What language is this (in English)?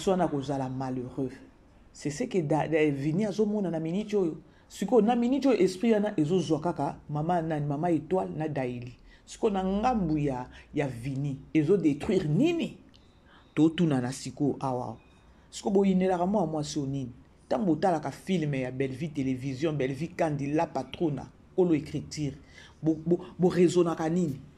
Lingala